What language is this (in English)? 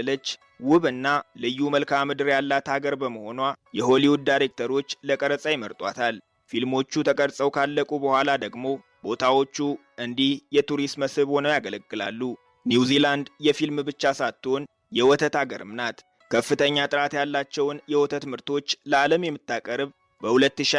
Amharic